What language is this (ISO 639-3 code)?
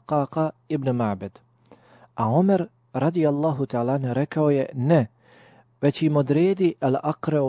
bos